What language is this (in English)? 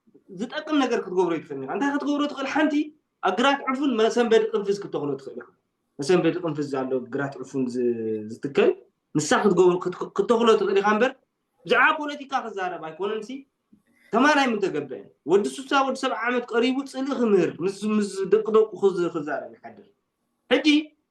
Tigrinya